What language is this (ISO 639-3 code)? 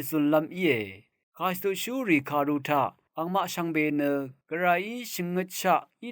raw